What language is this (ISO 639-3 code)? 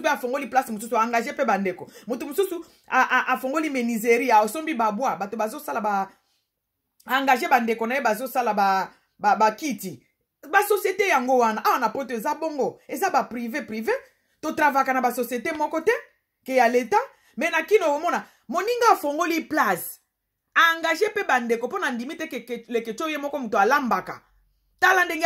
lin